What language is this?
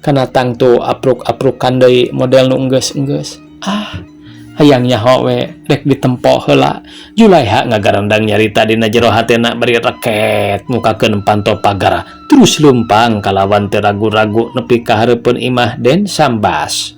Sundanese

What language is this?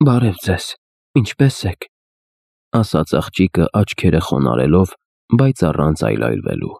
Armenian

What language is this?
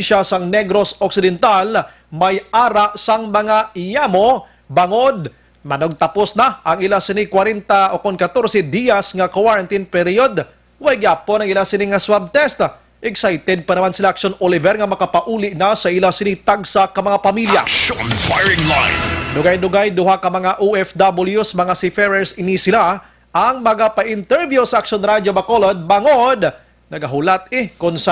Hiligaynon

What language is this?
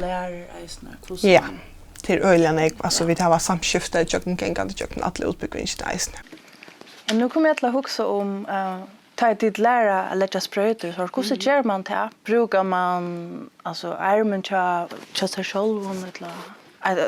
Faroese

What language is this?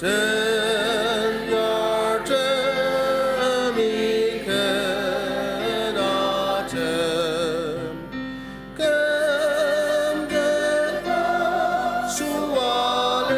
Ao Naga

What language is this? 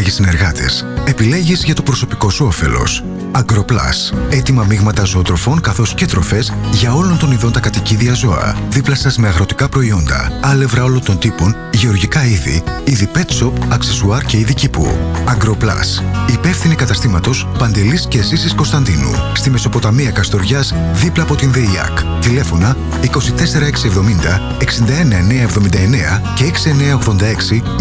Greek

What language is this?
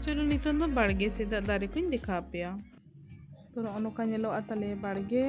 Santali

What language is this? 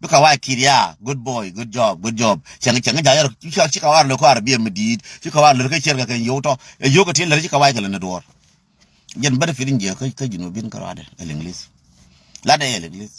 Nuer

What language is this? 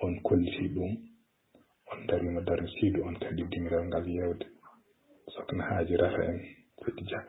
Fula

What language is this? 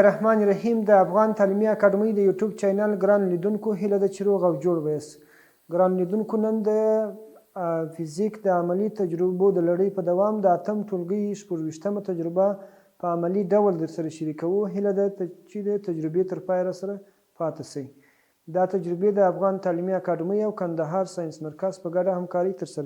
Pashto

